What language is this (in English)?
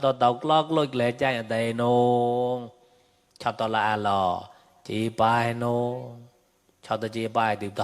Mon